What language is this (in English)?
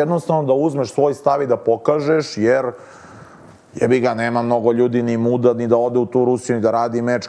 Serbian